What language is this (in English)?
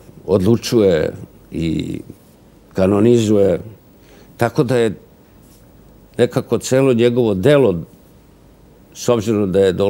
Serbian